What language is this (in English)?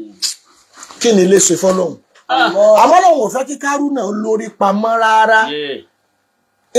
Yoruba